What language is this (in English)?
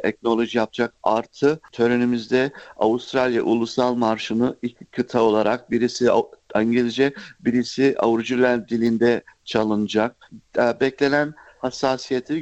Turkish